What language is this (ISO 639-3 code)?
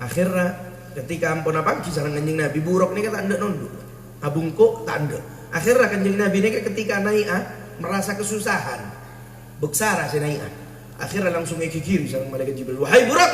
mad